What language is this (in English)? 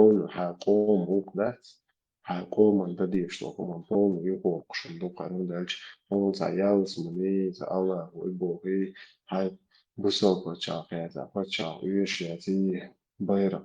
Chechen